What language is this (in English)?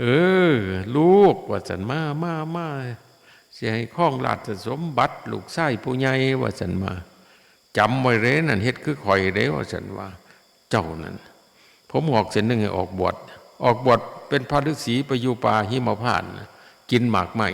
Northeastern Thai